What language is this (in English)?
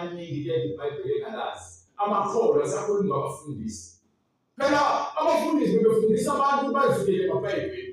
Zulu